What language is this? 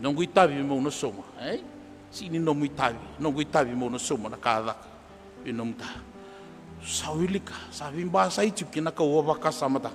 Fijian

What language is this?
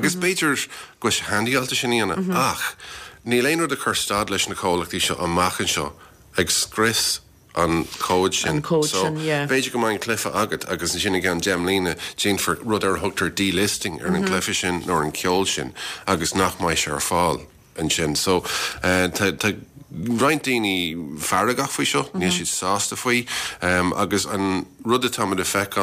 Irish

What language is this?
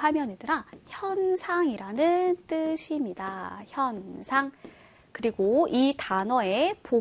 Korean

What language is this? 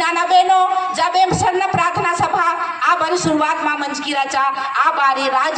Kurukh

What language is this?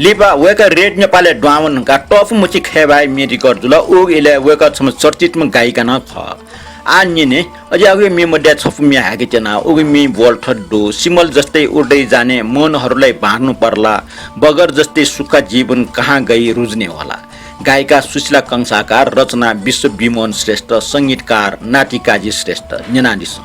Newari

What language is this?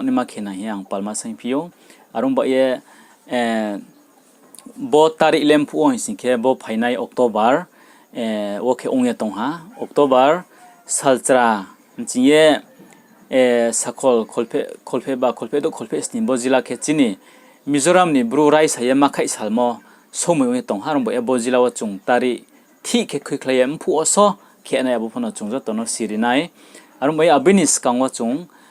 Riang (India)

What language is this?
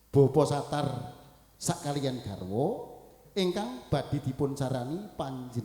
Javanese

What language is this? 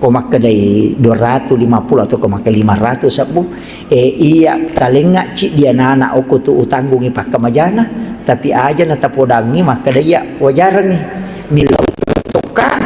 Buginese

